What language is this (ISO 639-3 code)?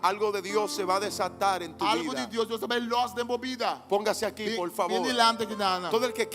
pap